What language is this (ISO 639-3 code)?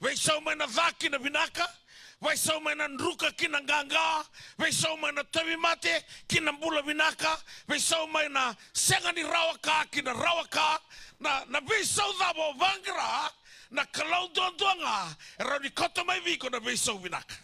fij